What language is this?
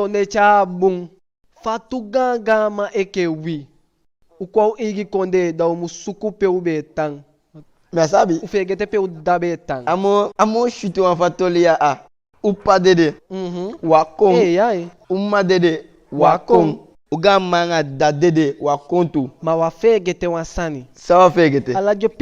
Eastern Maroon Creole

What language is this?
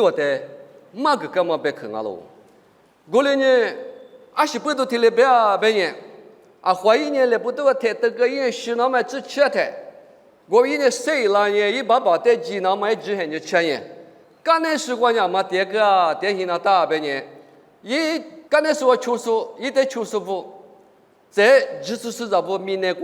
Lisu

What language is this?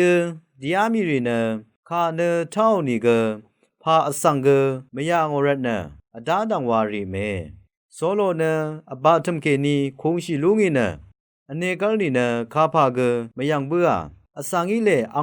Rawang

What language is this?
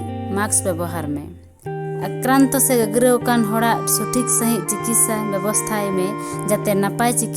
Santali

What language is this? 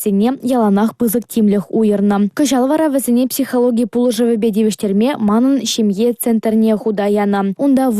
Chuvash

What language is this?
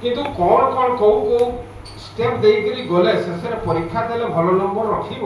Odia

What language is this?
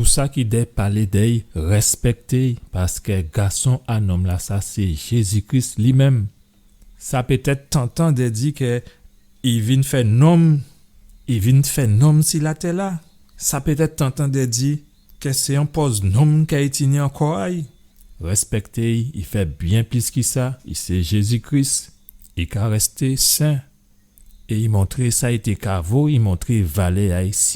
Guadeloupean Creole French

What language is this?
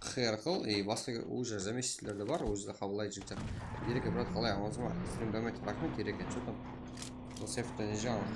Kara-Kalpak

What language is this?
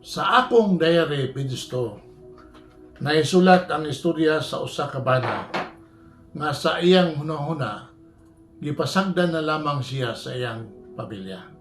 Cebuano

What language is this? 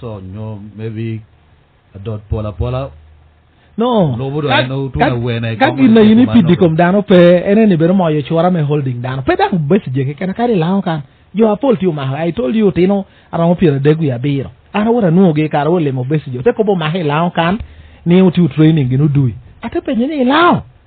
Lango (Uganda)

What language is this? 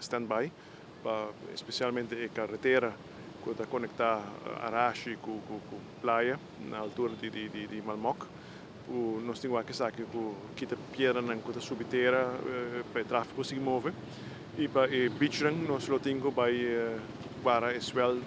Papiamento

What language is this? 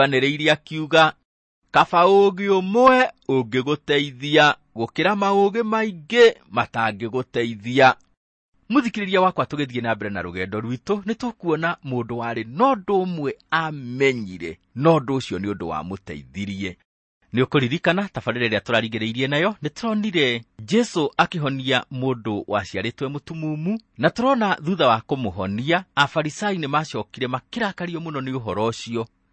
Kikuyu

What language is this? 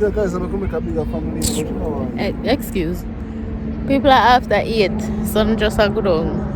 Jamaican Creole English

